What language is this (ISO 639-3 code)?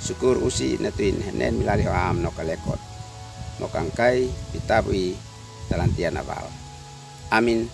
aoz